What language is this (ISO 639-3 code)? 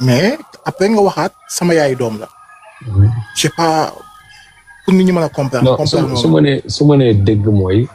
wol